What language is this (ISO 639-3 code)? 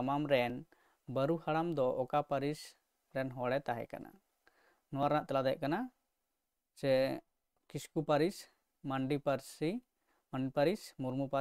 sat